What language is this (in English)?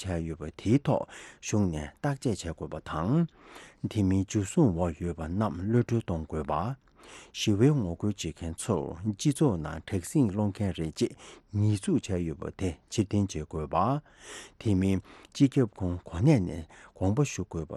Tibetan